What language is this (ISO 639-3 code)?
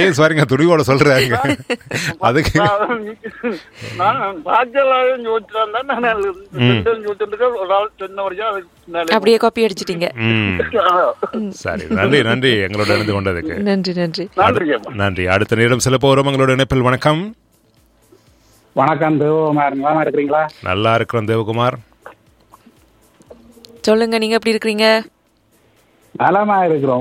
tam